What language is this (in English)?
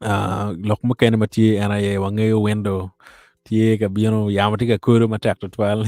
Acoli